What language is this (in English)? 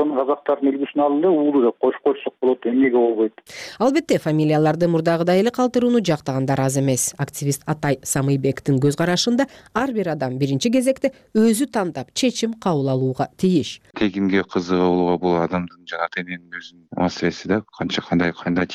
Kyrgyz